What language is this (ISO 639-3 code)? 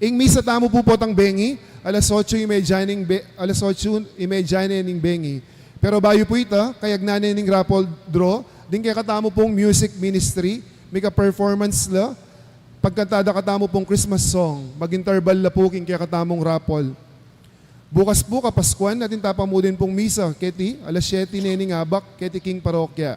pam